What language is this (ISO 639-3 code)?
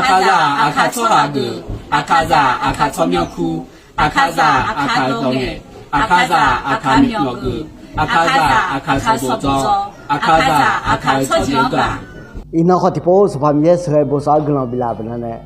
ahk